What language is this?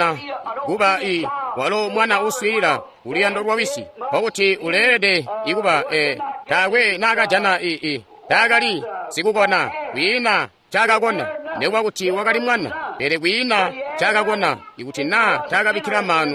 Tonga (Zambia)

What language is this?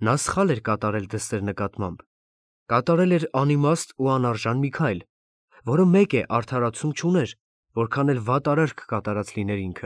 Armenian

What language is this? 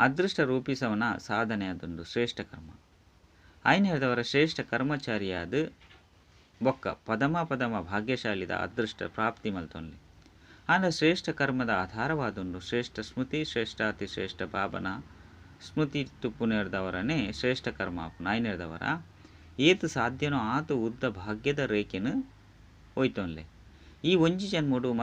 Tulu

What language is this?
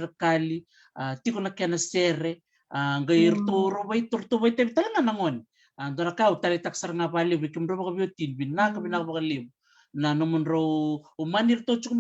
Fijian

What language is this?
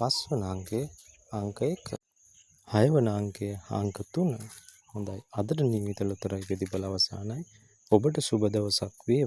Sinhala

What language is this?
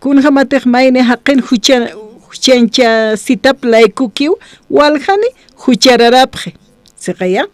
Aymara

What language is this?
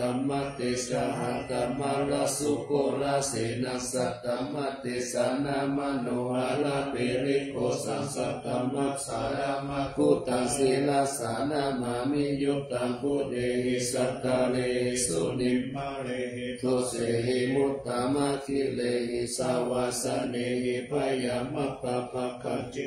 Pali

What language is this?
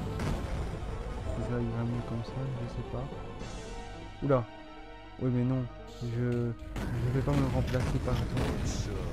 French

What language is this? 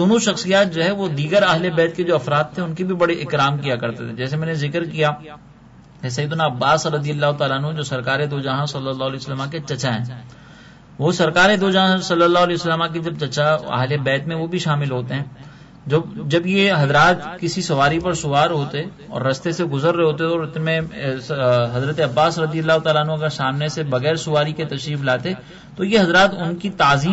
Urdu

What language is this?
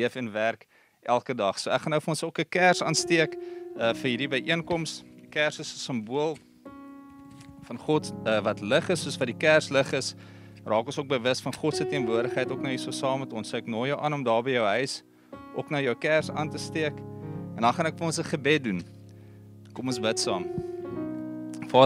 Afrikaans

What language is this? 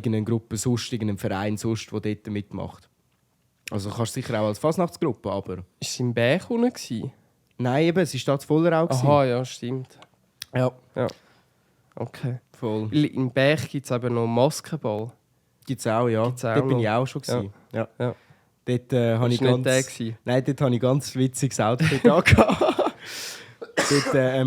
Swiss German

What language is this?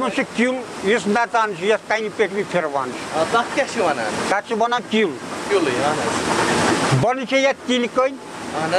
Kashmiri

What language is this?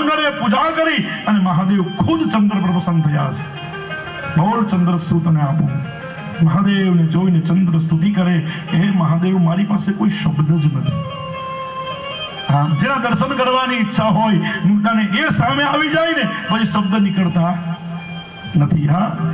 Gujarati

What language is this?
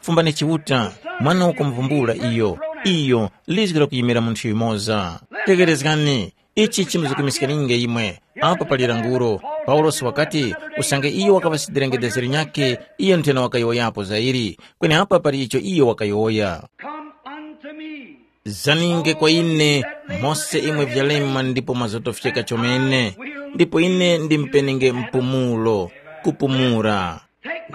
Tumbuka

